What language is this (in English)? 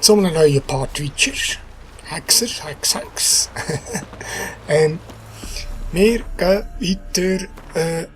Swiss German